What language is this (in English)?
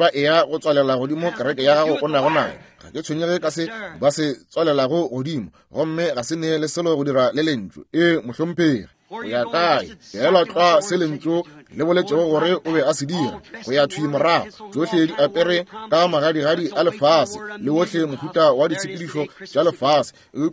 Northern Sotho